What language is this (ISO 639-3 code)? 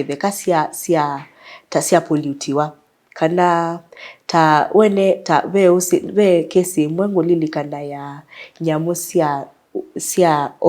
kam